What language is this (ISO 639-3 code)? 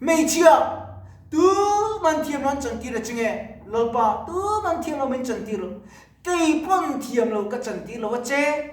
lus